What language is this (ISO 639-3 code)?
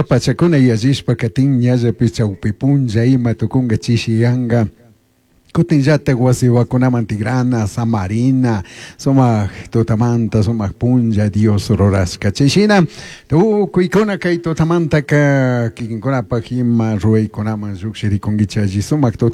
qug